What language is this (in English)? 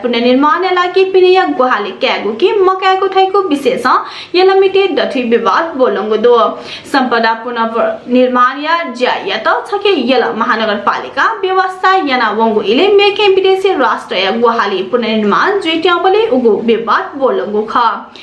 Newari